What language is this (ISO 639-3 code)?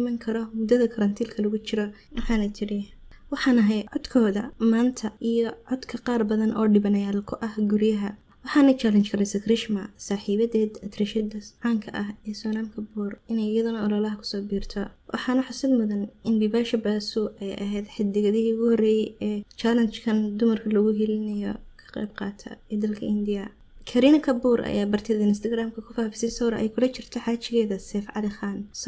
som